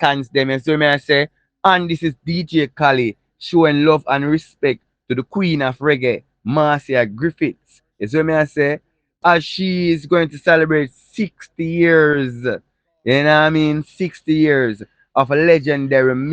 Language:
Jamaican Creole English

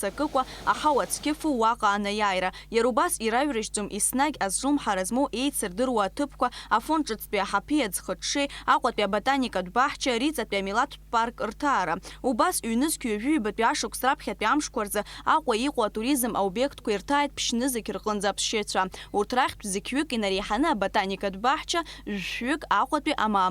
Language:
Abkhazian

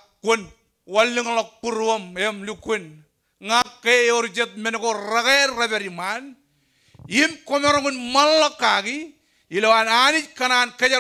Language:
Marshallese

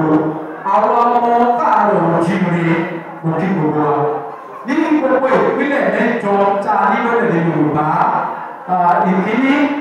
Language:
Yoruba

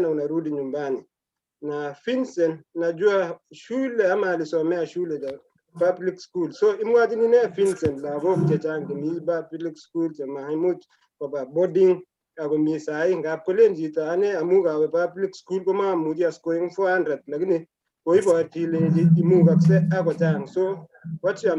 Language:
Kalenjin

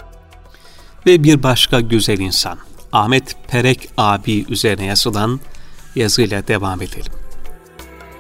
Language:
Turkish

